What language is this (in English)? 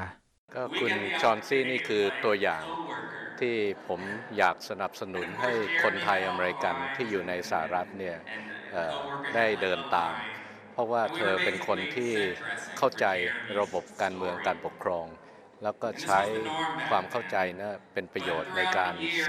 Thai